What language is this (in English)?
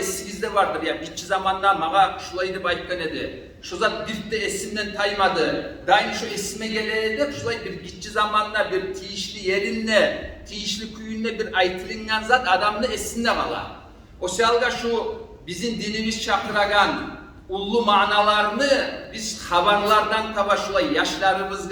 Kumyk